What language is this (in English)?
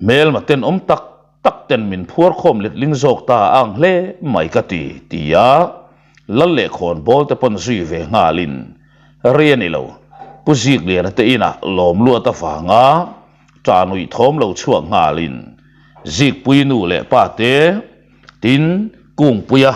Mizo